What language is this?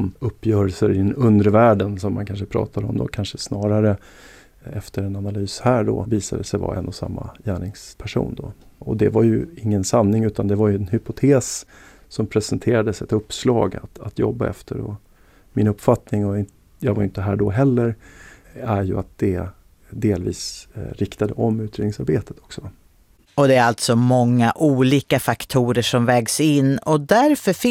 Swedish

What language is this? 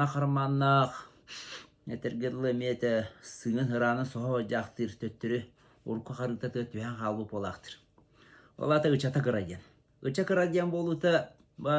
Yakut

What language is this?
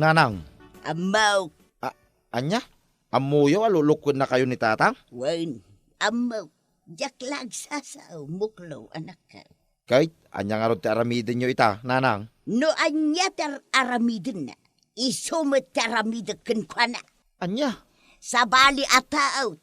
Iloko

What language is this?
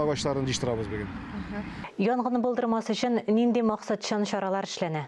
Tatar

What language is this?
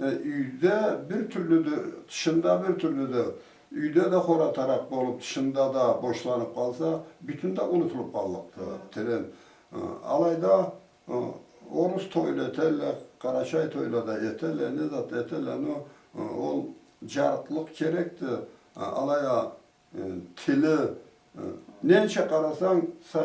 Karachay-Balkar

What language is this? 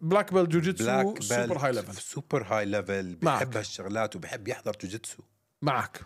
North Levantine Arabic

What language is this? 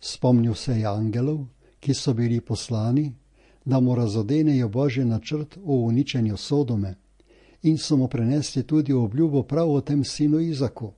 Slovenian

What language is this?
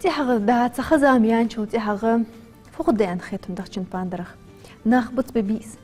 Ingush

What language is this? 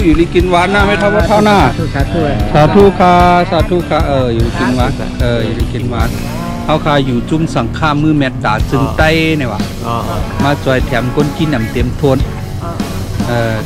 Shan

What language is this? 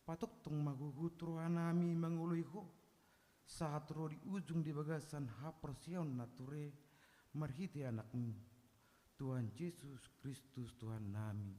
Batak Toba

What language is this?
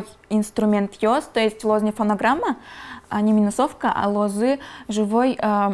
Udmurt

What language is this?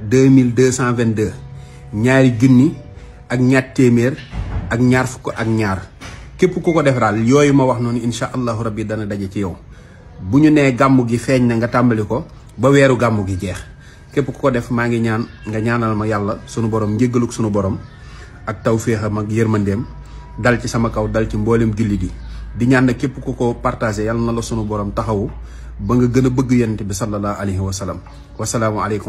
Wolof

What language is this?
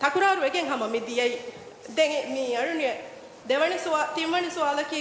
Divehi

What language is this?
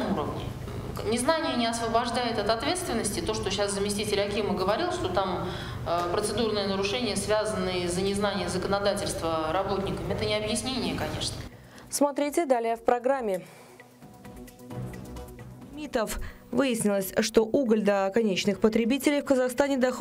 Russian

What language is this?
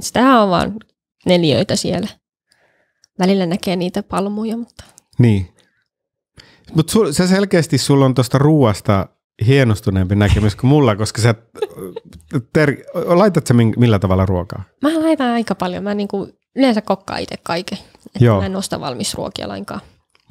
Finnish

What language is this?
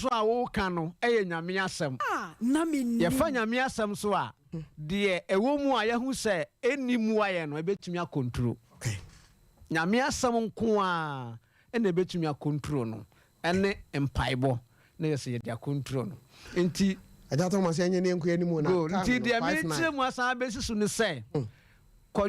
Akan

